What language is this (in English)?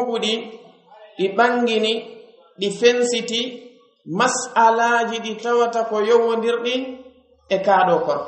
Pular